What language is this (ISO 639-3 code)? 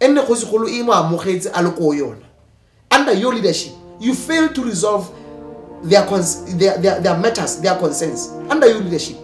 tsn